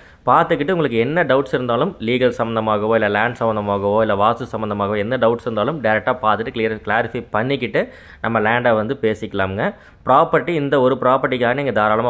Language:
Tamil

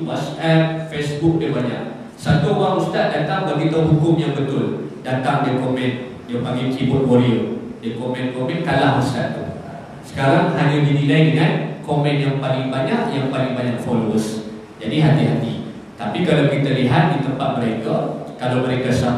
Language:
Malay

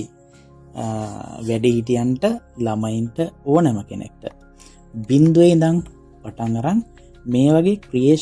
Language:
Sinhala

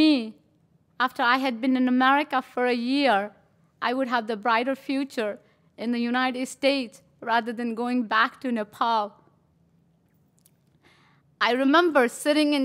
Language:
English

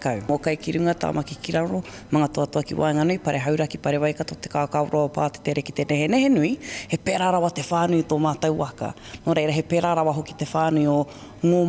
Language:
Māori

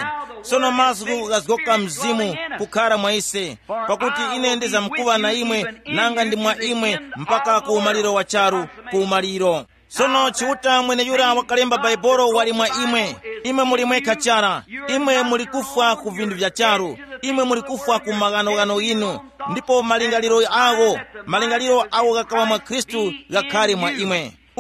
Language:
Tumbuka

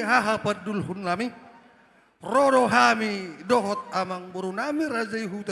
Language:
Batak Toba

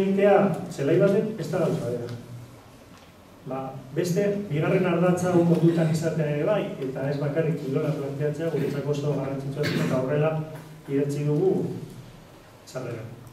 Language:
Basque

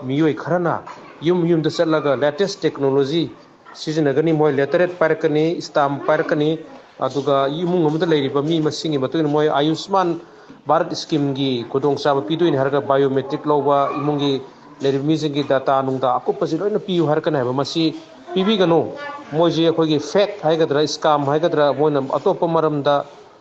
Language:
Manipuri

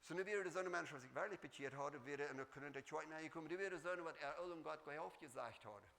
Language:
Plautdietsch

